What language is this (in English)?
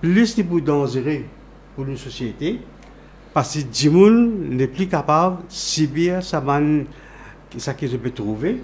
Morisyen